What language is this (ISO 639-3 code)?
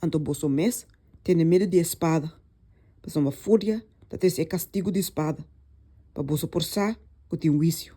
pap